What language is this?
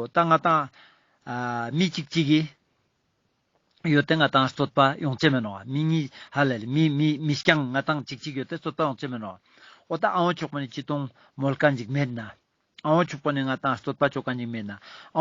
Ladakhi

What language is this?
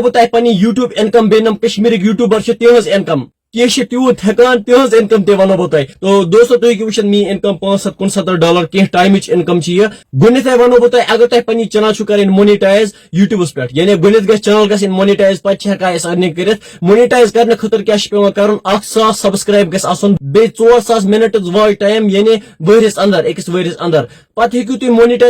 Kashmiri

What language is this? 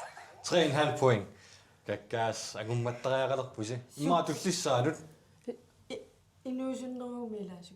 Kalaallisut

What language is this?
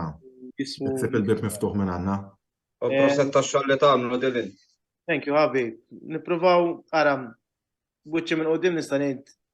Maltese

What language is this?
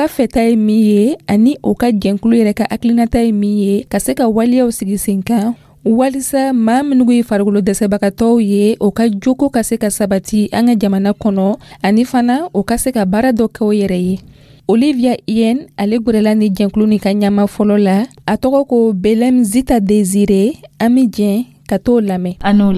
Dyula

